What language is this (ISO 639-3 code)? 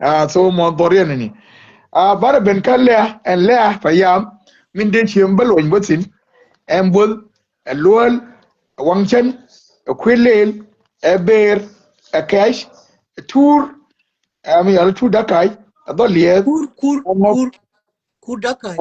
nus